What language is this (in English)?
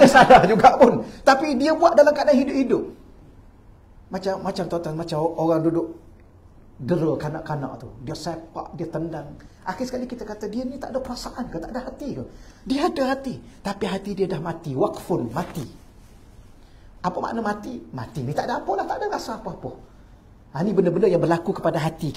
Malay